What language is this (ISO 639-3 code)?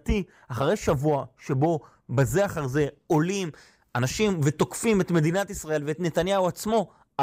heb